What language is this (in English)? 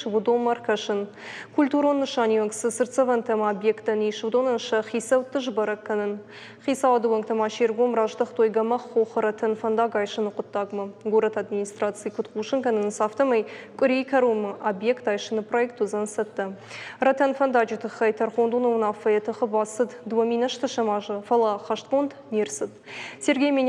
Ossetic